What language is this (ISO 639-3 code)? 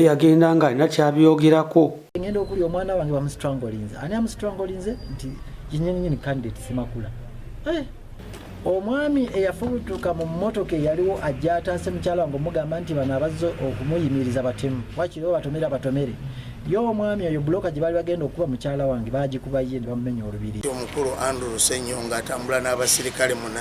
lug